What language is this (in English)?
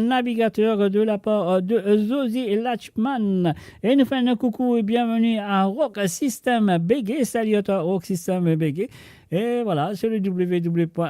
Morisyen